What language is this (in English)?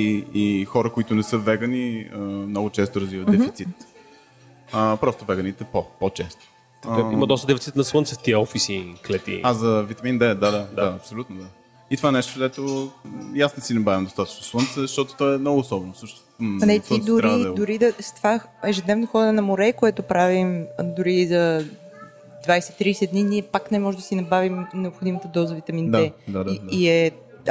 Bulgarian